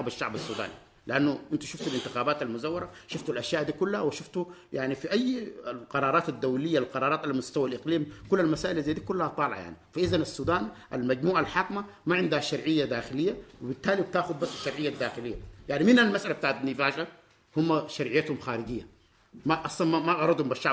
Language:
Sudanese Arabic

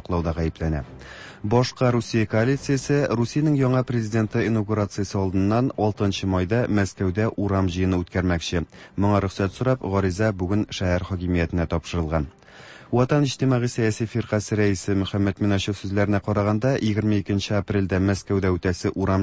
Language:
Tatar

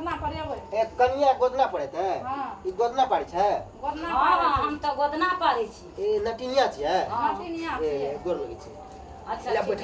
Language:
Maithili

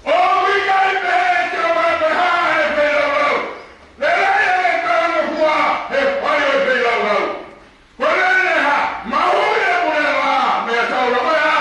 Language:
Tongan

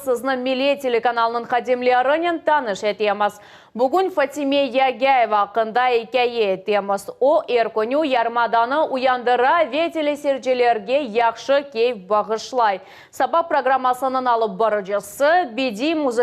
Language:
Crimean Tatar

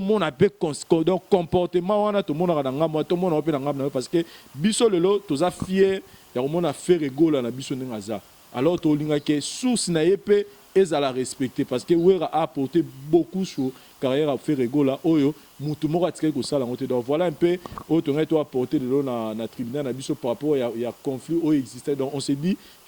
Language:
Lingala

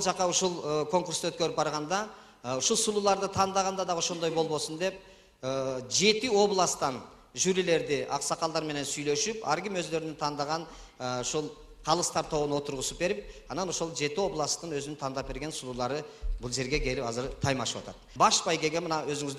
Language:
Kyrgyz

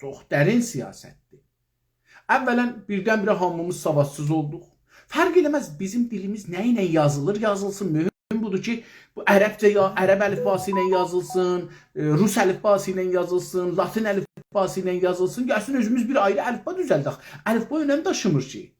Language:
South Azerbaijani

